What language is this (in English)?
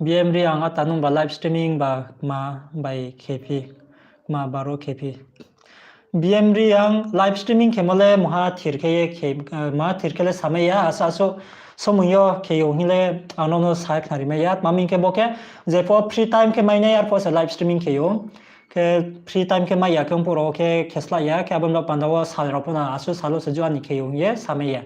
Riang (India)